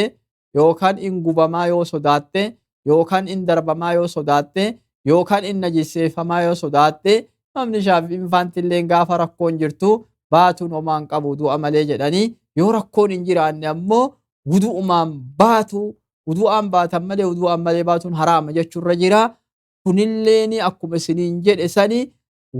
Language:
Oromo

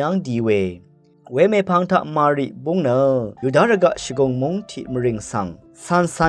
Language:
Rawang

